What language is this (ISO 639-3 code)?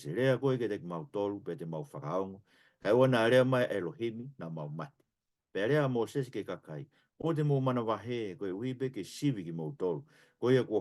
ton